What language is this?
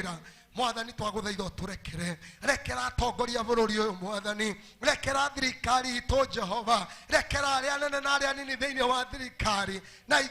Kikuyu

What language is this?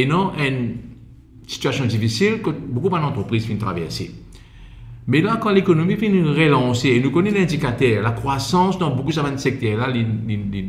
Morisyen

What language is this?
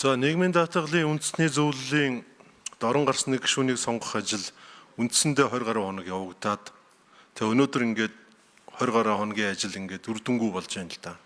Mongolian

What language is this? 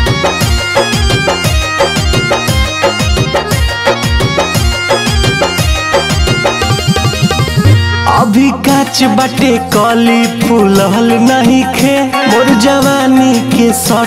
Bhojpuri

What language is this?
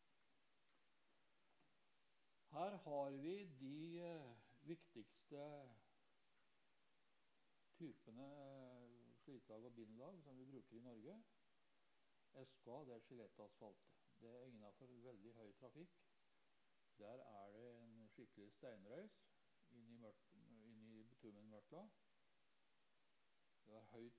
Norwegian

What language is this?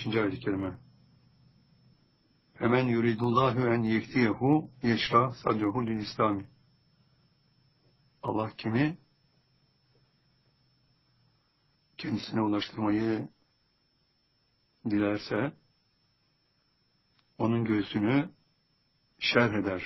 Turkish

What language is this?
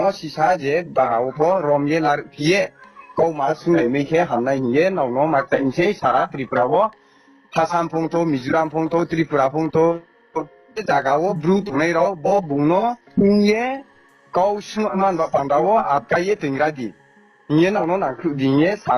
Riang (India)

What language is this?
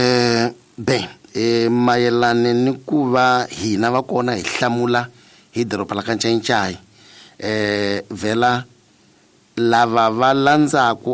Tsonga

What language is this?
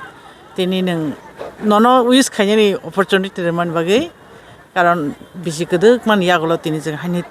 Kok Borok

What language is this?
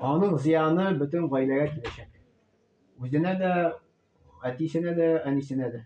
Tatar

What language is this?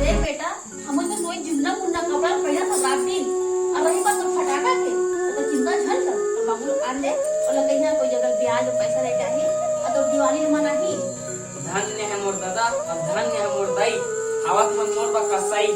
Chhattisgarhi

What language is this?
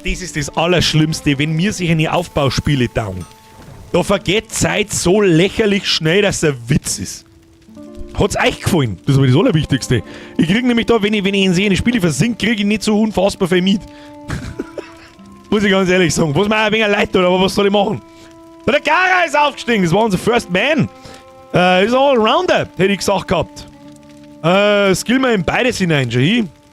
Bavarian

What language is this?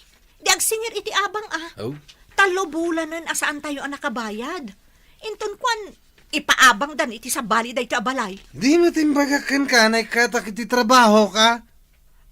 Iloko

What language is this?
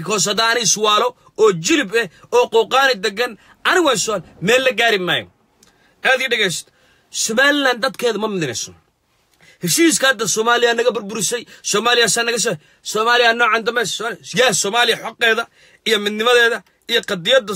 Somali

